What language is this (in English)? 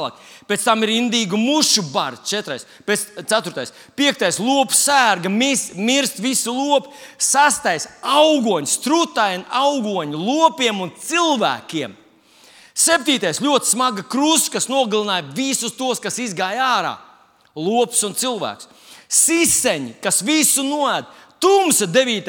Latvian